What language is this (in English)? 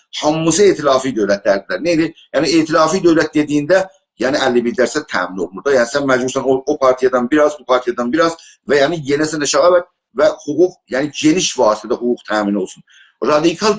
South Azerbaijani